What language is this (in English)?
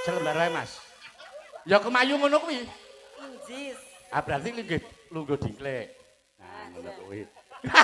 Javanese